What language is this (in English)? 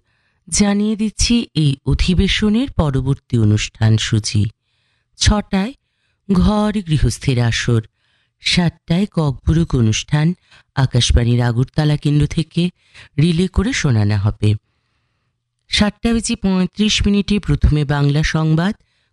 Bangla